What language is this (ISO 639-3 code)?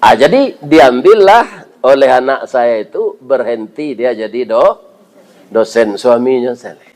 min